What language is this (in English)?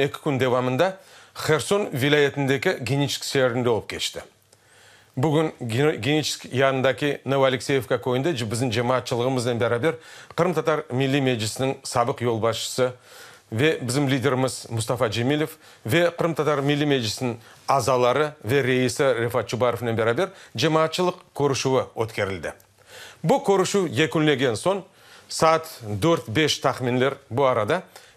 Crimean Tatar